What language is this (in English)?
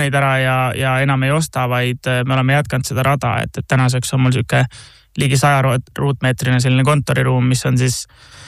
Estonian